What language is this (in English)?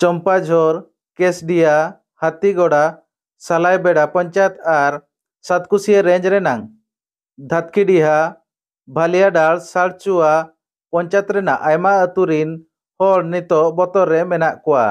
Santali